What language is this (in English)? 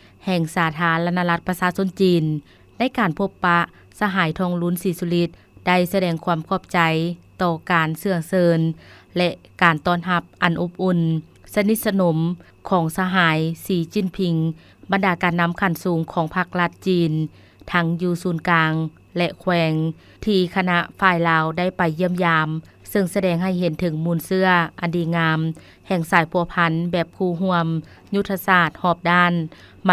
Lao